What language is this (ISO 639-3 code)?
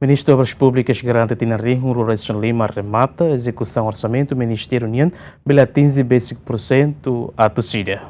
tet